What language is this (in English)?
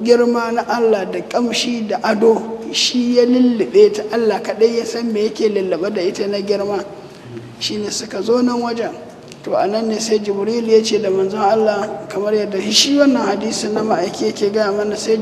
Hausa